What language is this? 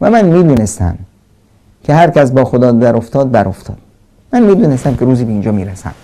Persian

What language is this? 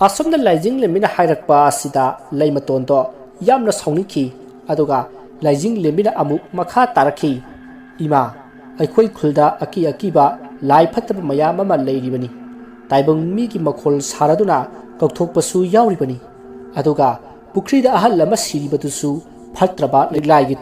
Manipuri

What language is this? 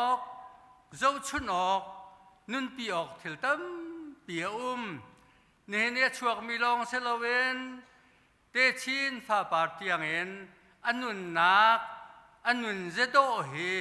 Hakha Chin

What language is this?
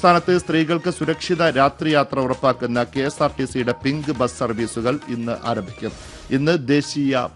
Malayalam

